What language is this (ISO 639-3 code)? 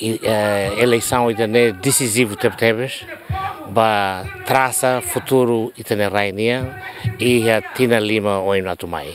tet